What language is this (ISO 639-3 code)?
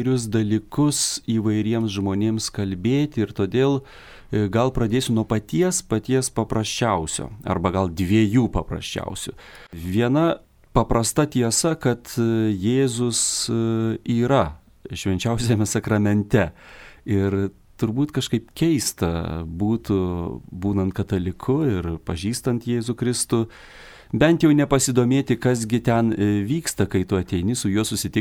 lit